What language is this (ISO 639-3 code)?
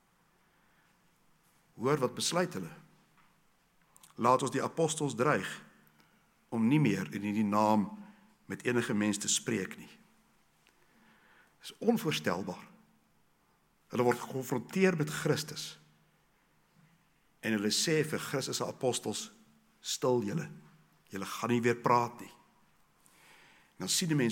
afr